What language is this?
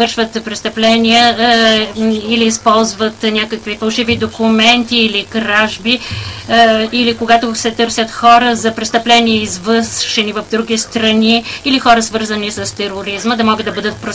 Bulgarian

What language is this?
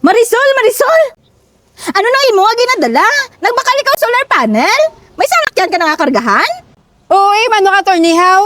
Hiligaynon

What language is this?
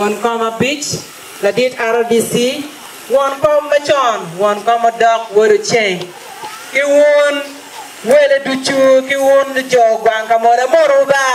Acoli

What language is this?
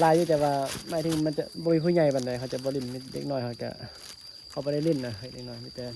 Northeastern Thai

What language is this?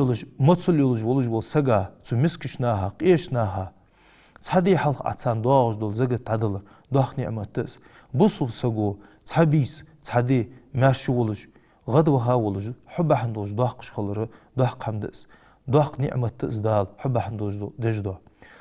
Ingush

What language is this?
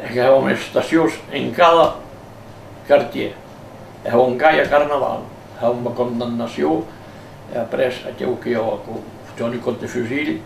Occitan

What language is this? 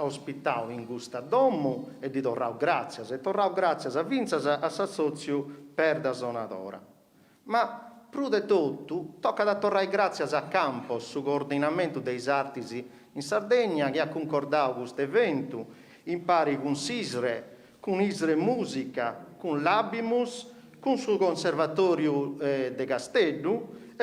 Sardinian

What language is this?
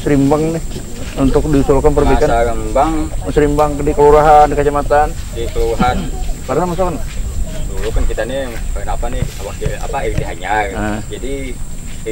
Banjar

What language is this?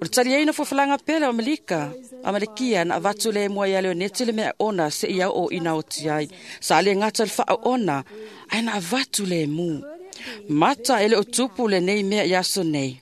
Samoan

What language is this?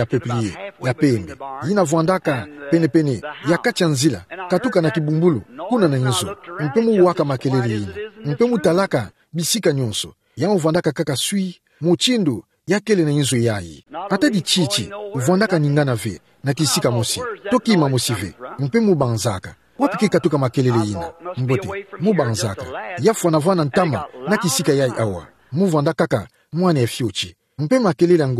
Kituba (Democratic Republic of Congo)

